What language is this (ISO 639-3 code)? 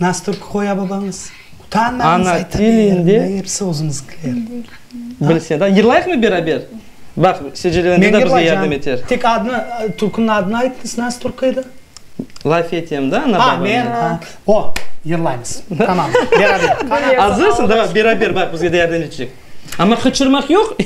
crh